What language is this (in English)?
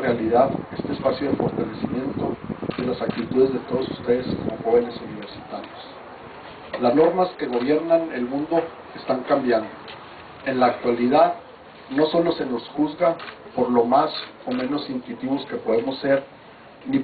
Spanish